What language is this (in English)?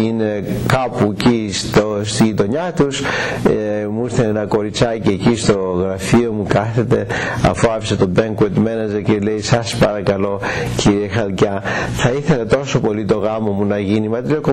Greek